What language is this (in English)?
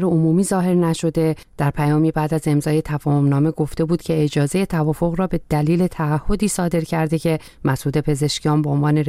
Persian